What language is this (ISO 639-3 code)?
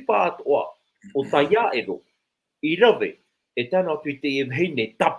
tah